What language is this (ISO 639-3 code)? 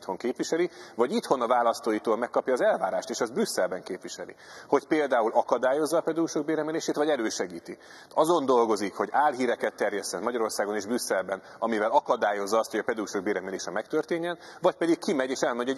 hun